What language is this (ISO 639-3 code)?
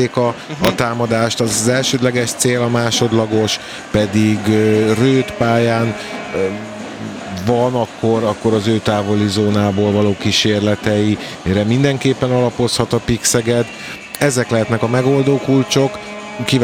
hun